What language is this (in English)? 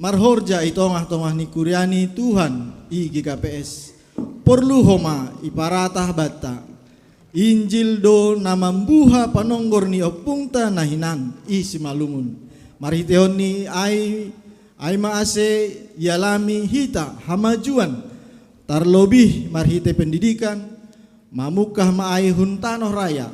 Batak Simalungun